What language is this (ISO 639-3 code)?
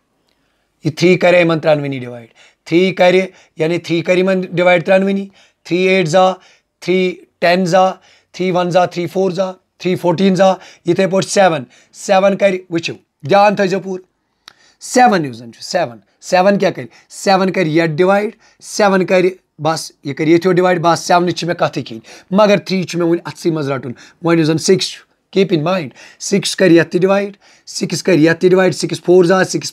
kas